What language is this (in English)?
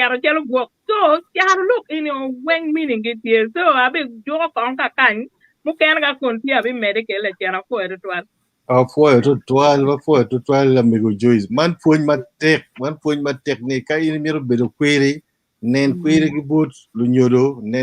Acoli